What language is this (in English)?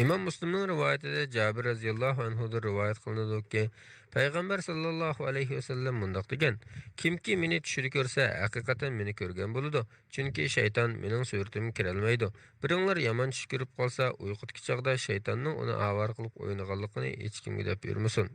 Uyghur